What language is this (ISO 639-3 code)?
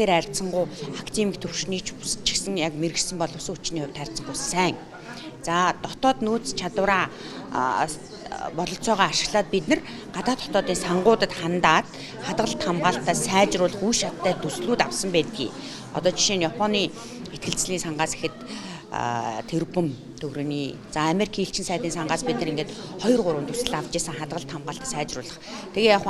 mon